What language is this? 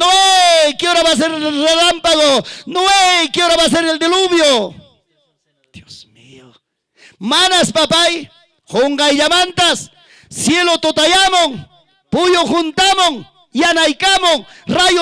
Ayacucho Quechua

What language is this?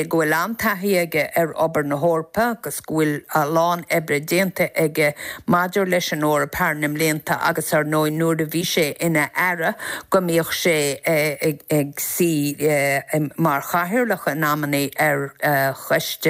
Irish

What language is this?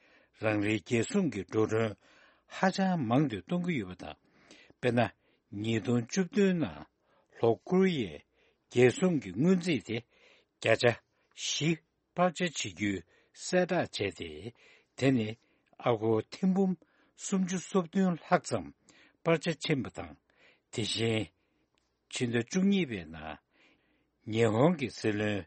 Tibetan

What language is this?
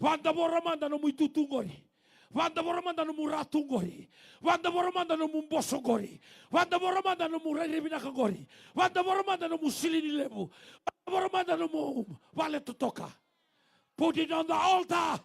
Fijian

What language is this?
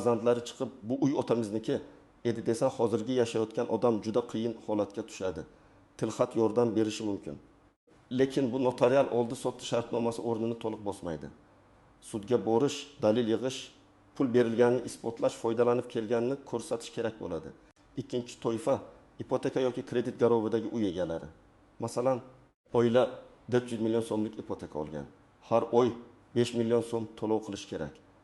Uzbek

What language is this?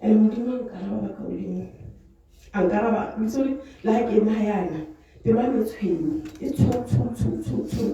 Tswana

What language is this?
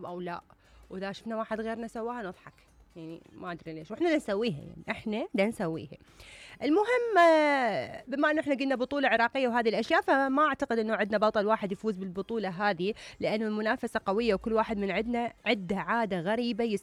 Mesopotamian Arabic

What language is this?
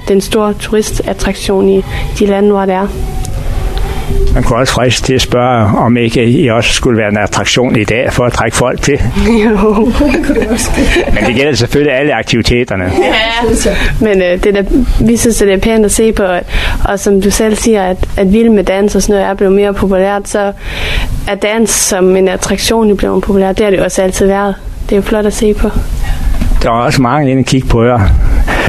Danish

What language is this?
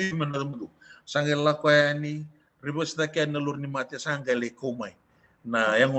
Fijian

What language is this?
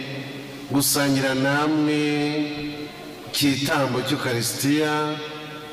Kinyarwanda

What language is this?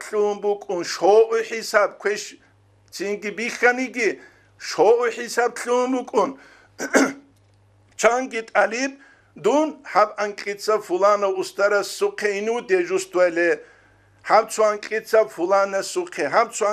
Avaric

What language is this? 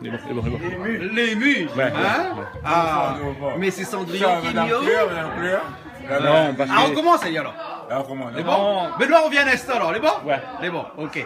Réunion Creole French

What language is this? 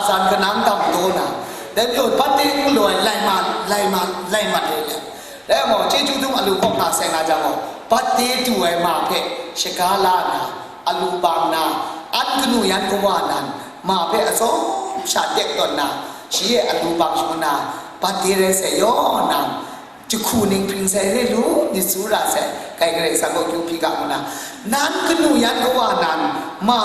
Kachin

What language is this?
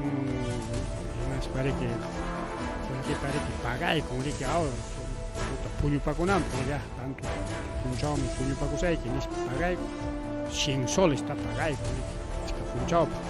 Ayacucho Quechua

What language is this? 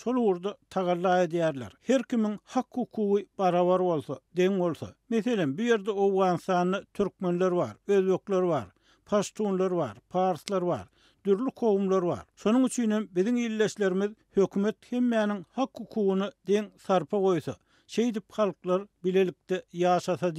Turkmen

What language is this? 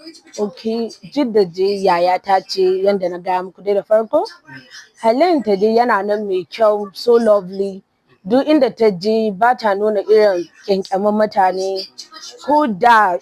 Hausa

